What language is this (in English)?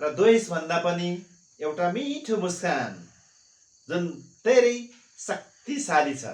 Nepali